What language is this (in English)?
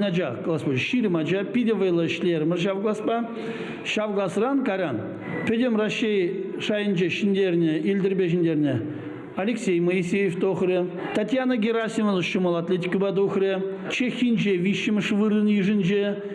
Chuvash